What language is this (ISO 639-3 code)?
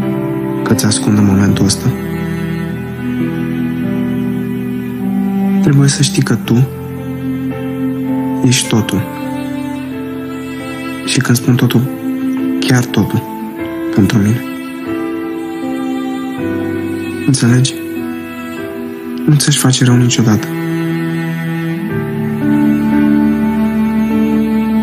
ron